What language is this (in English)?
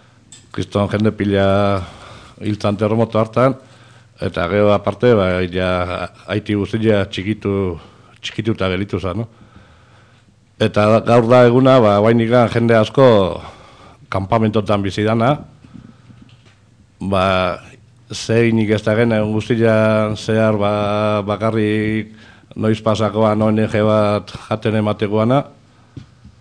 Basque